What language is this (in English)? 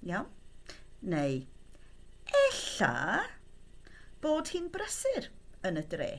Welsh